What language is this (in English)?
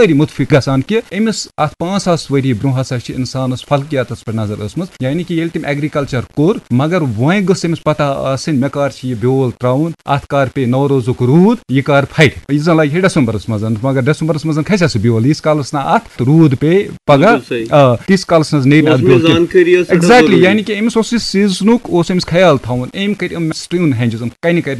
Kashmiri